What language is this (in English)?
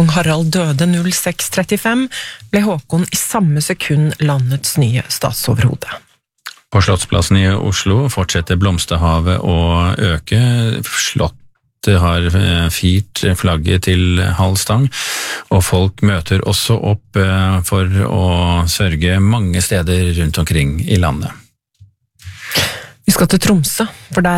Norwegian